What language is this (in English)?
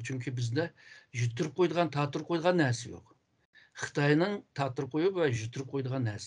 Uyghur